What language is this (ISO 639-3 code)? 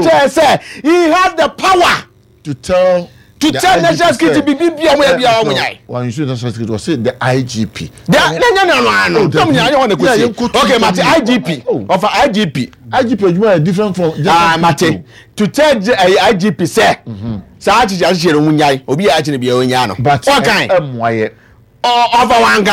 aka